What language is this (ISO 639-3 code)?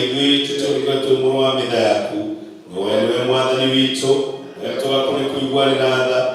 kik